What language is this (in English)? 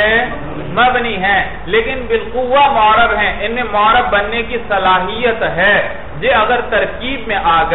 Urdu